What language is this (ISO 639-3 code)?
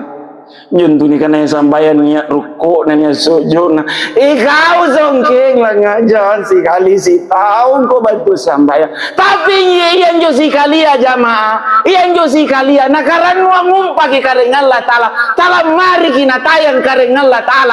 mak